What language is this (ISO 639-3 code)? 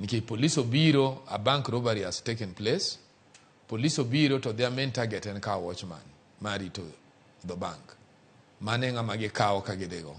luo